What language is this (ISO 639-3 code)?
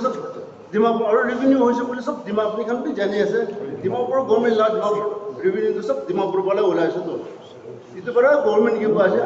nag